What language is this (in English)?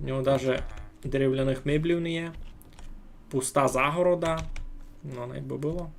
Rusyn